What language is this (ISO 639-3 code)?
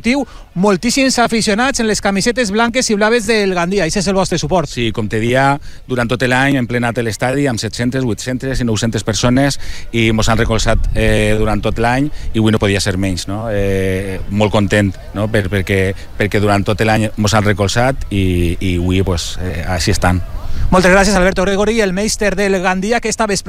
cat